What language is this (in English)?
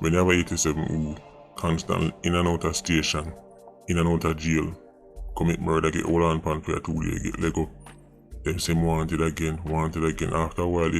Jamaican Creole English